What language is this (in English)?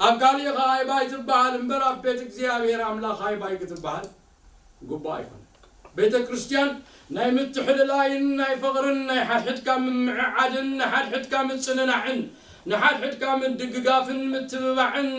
Tigrinya